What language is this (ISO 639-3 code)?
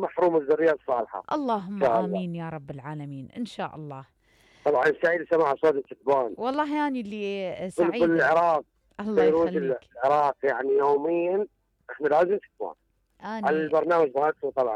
acm